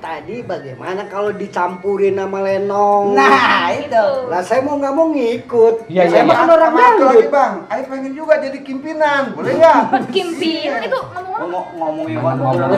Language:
Betawi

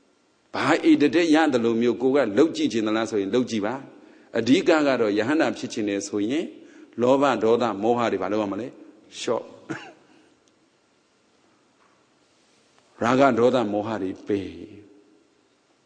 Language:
Burmese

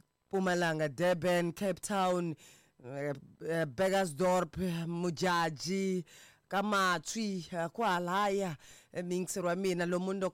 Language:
Tsonga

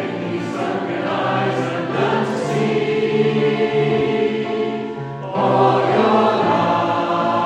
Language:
English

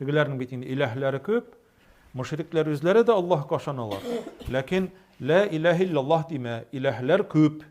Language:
Tatar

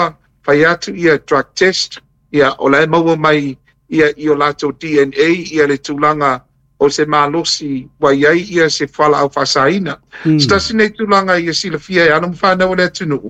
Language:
Samoan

